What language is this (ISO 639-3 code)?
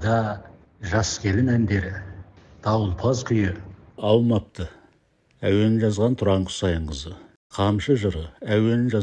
kaz